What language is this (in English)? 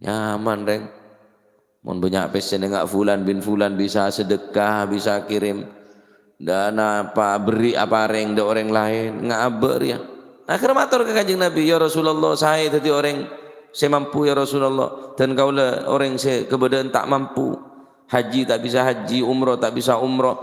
Madurese